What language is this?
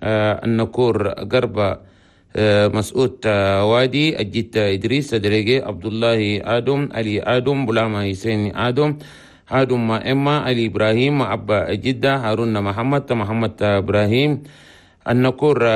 Chadian Arabic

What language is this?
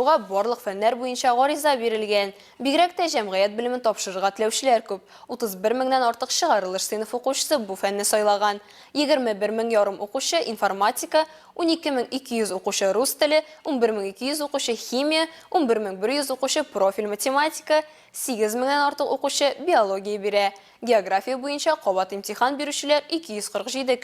Tatar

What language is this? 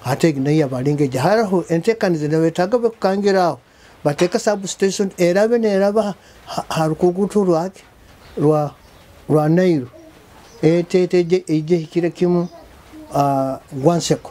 Nyoro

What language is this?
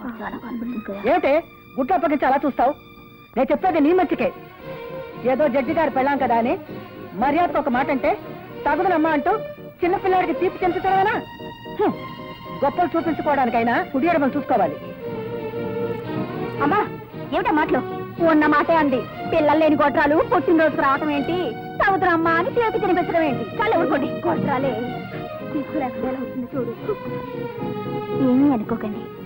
Telugu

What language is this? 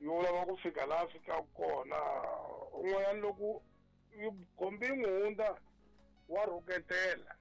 Tsonga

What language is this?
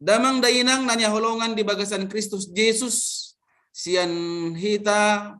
Batak Toba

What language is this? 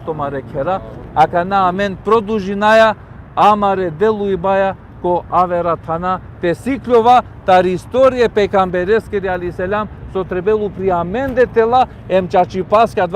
Balkan Romani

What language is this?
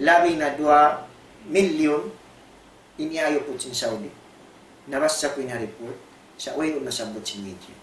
Tausug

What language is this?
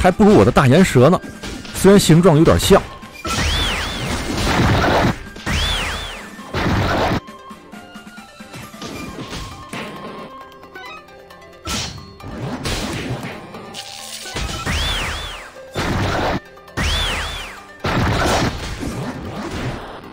Chinese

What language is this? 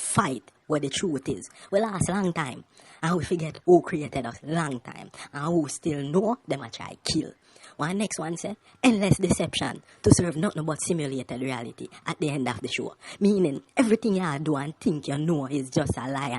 Jamaican Creole English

